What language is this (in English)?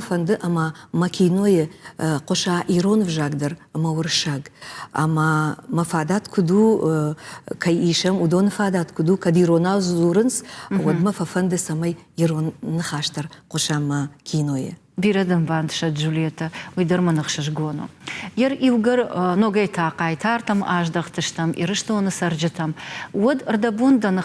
Ossetic